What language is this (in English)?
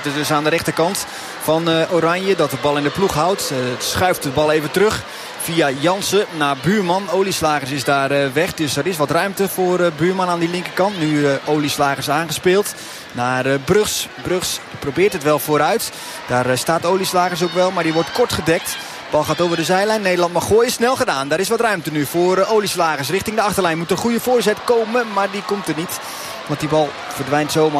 Dutch